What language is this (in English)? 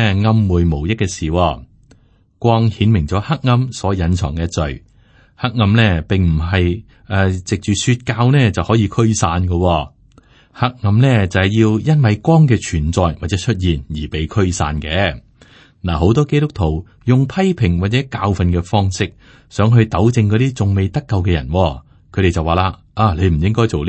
Cantonese